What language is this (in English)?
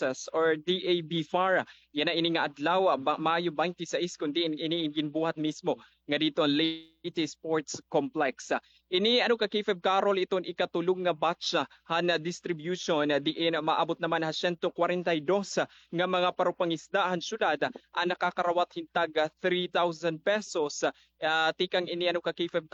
Waray